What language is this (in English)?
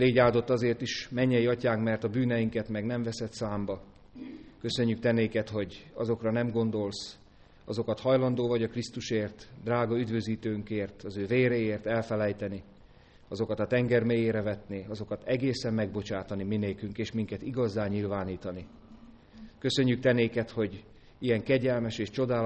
Hungarian